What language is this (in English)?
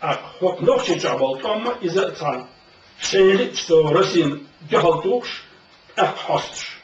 Chechen